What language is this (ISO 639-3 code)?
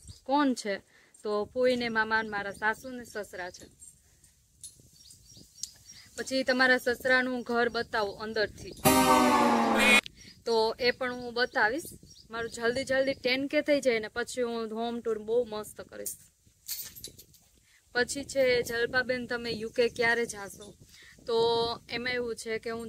guj